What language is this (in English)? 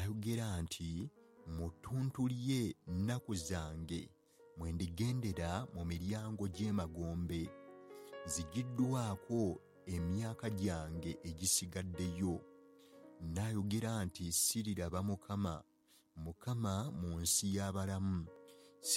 Ganda